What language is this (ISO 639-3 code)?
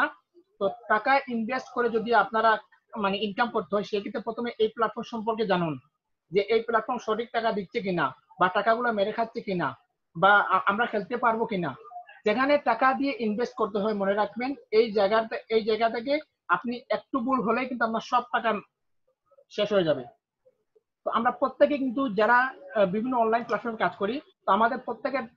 ben